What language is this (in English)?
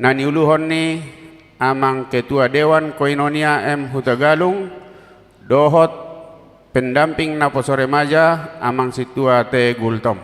Batak Toba